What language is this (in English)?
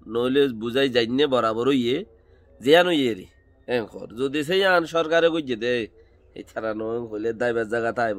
Rohingya